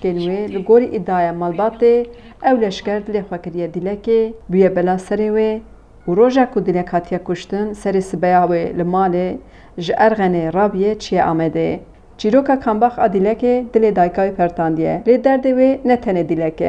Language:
Kurdish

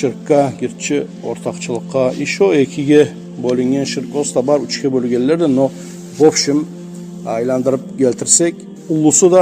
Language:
Kumyk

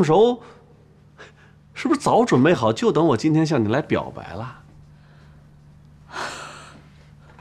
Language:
Chinese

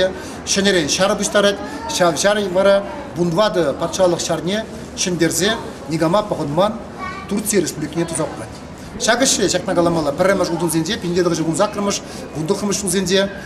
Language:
Chuvash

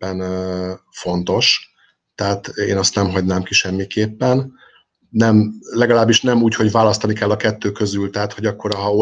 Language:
Hungarian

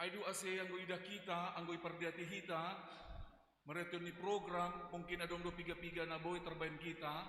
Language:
Batak Simalungun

